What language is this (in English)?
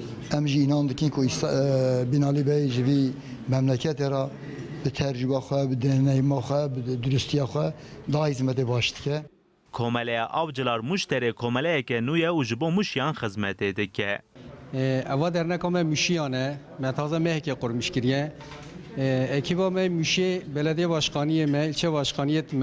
Kurdish